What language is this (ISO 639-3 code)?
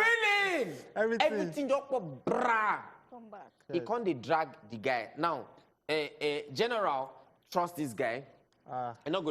pcm